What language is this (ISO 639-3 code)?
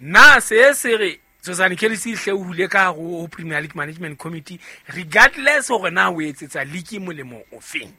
sot